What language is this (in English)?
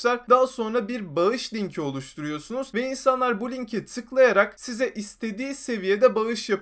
Turkish